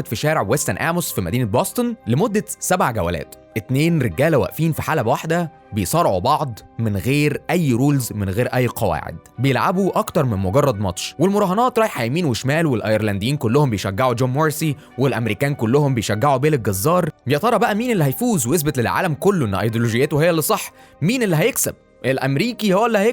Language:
Egyptian Arabic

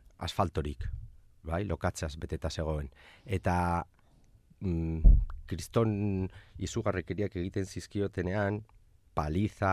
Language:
Basque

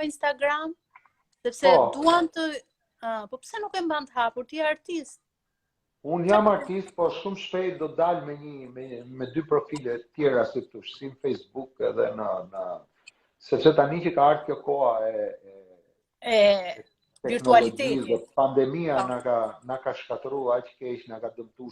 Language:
Albanian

